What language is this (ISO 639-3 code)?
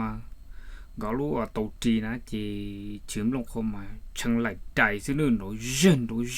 hmn